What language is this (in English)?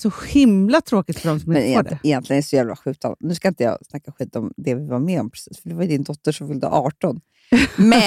Swedish